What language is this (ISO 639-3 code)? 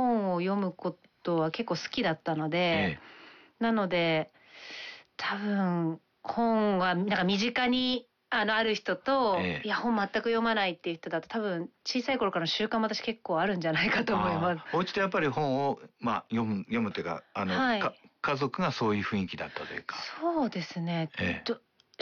jpn